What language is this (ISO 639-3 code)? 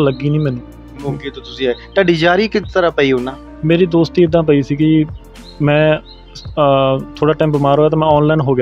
pan